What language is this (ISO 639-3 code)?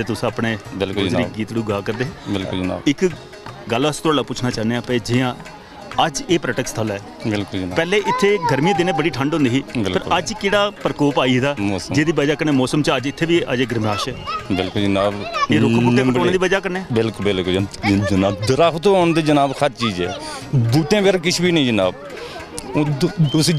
doi